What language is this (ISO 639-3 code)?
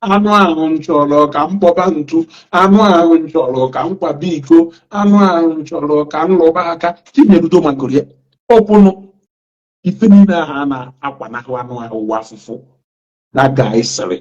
ibo